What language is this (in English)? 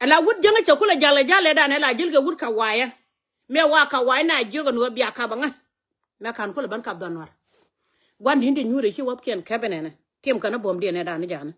Nuer